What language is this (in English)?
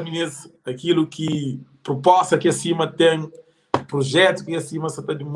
Kabuverdianu